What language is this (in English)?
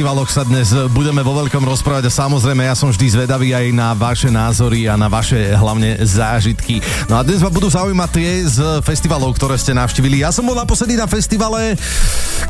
Slovak